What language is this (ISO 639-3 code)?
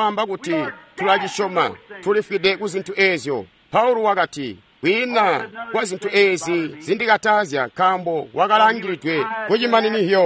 toi